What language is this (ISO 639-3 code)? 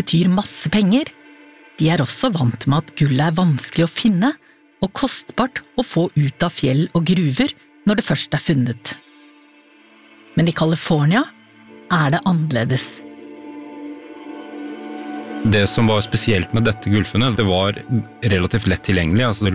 nor